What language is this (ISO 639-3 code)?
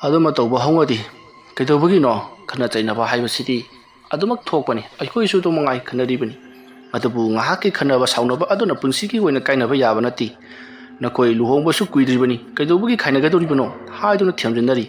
mni